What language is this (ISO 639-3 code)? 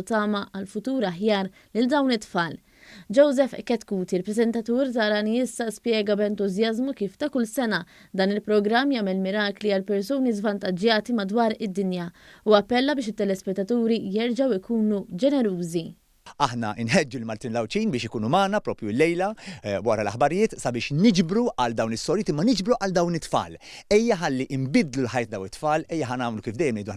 mlt